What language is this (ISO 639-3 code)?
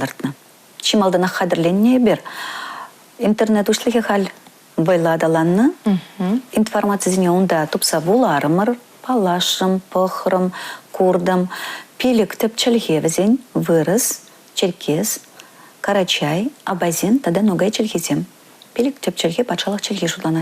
chv